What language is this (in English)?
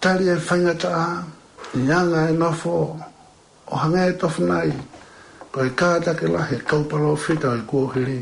Tongan